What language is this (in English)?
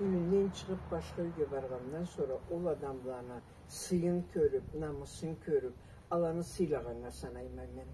Karachay-Balkar